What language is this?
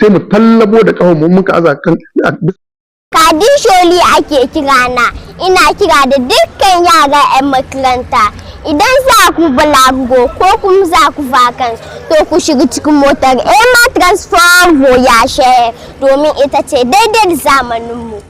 Hausa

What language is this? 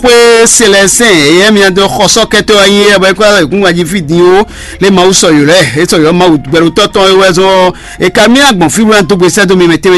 Fon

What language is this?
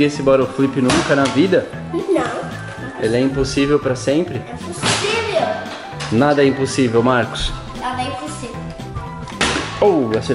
Portuguese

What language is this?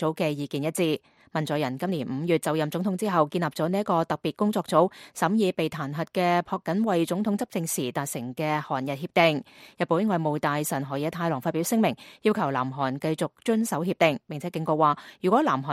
Cantonese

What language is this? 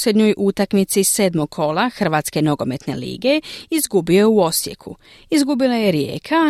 Croatian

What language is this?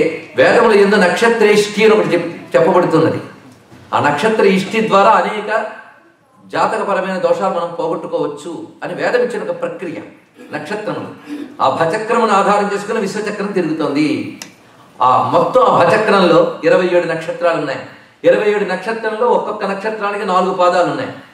Telugu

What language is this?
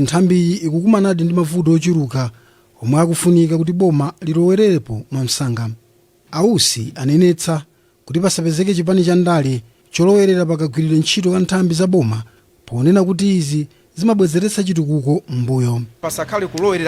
Nyanja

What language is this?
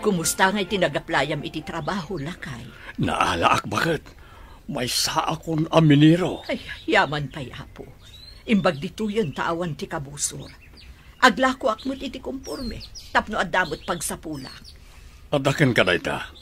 Iloko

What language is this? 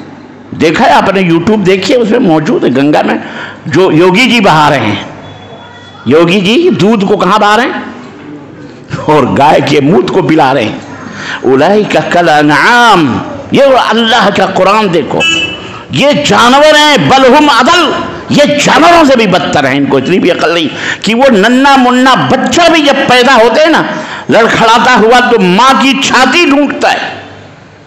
Urdu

